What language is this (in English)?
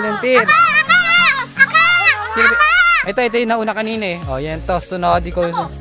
Filipino